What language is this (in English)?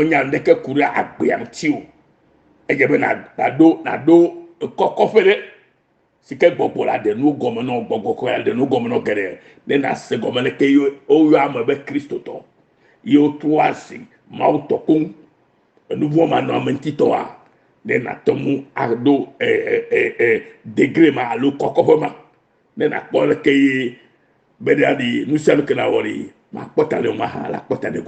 Ewe